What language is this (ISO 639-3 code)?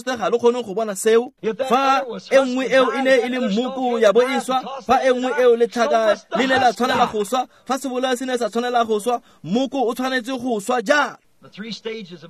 tsn